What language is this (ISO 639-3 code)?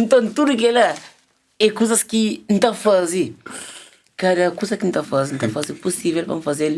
kea